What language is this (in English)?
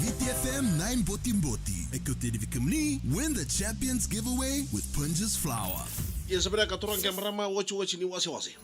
Fijian